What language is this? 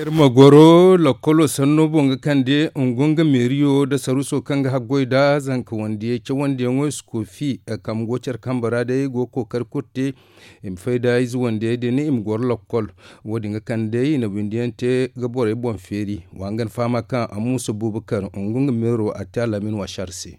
Zarma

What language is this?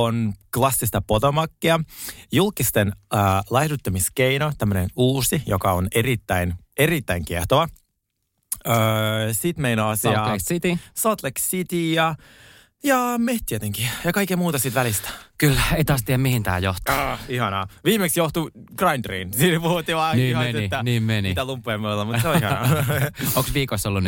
Finnish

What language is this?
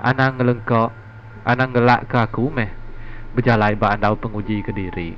Iban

